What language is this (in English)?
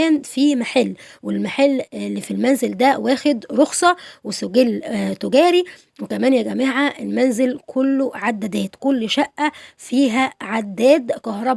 Egyptian Arabic